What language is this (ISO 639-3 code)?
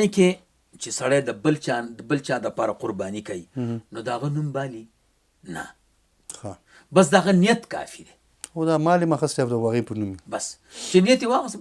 pus